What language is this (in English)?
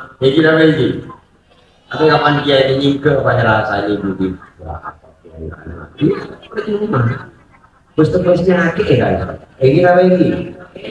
Madurese